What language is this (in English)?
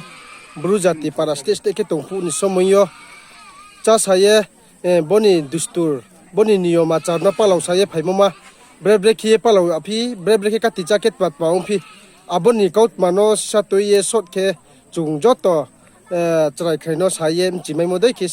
Riang (India)